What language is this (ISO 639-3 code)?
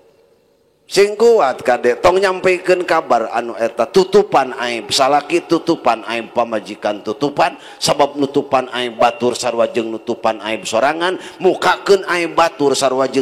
sun